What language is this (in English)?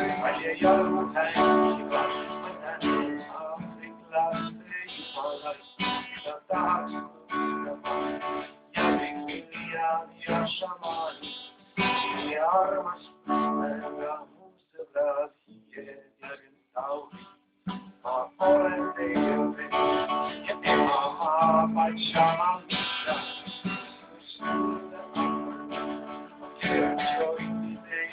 Estonian